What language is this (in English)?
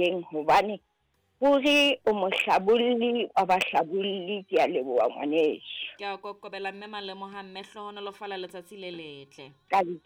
Southern Sotho